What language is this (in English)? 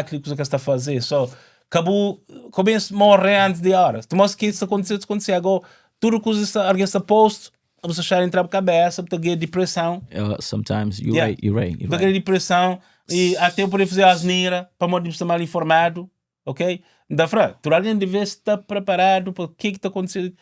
Kabuverdianu